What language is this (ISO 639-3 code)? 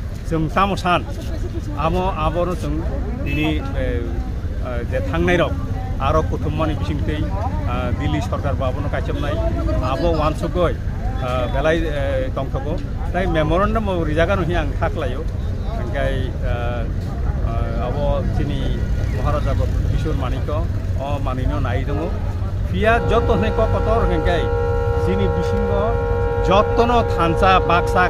trp